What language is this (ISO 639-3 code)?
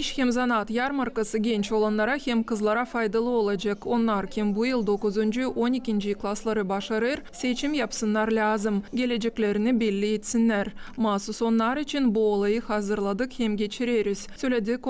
gag